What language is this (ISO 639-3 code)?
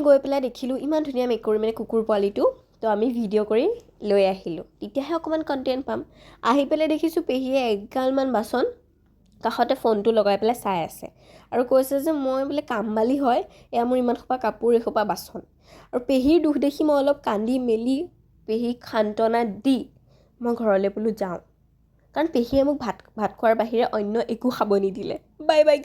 asm